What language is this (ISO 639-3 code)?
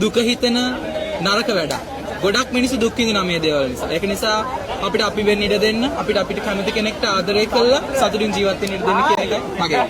sin